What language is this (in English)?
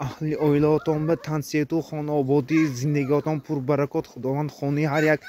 Tajik